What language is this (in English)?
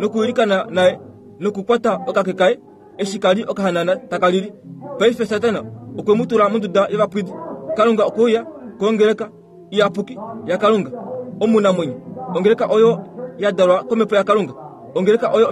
Kuanyama